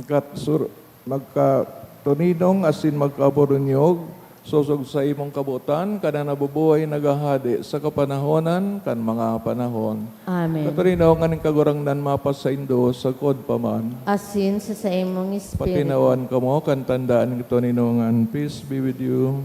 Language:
Bikol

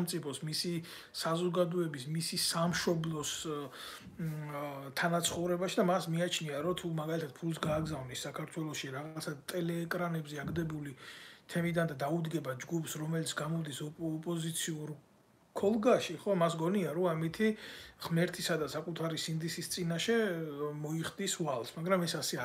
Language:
Georgian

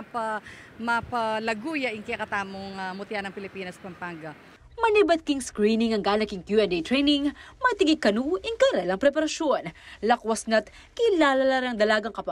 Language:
Pampanga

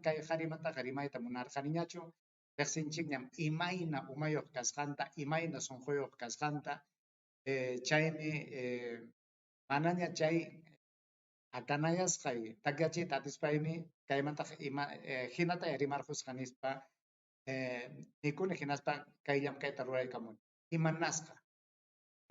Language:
Ayacucho Quechua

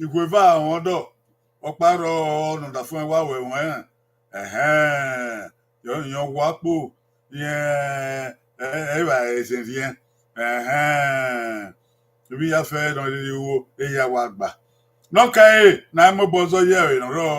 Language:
Bini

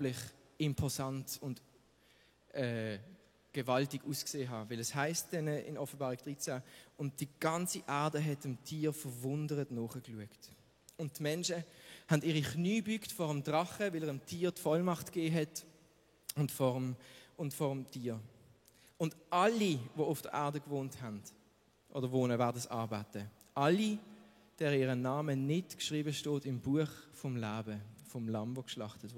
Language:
Swiss German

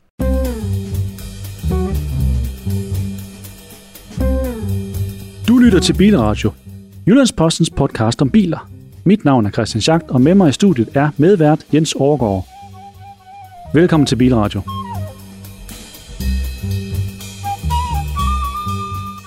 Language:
Danish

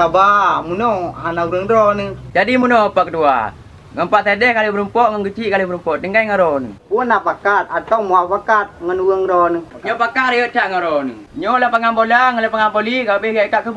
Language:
Achinese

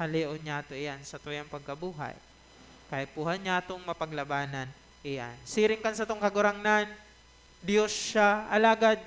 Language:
Bikol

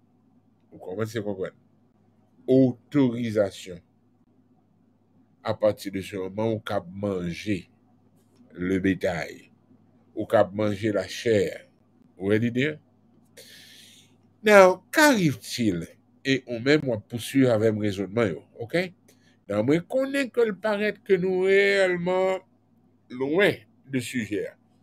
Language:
French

